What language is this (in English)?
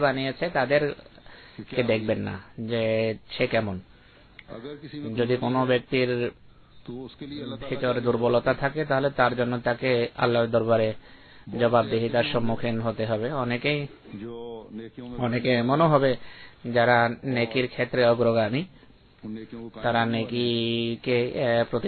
Bangla